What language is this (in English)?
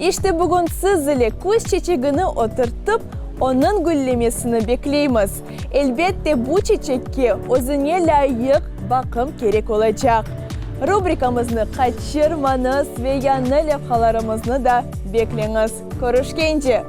Crimean Tatar